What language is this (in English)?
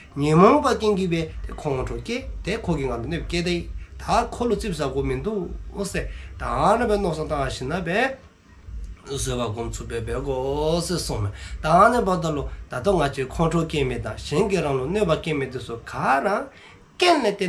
Dzongkha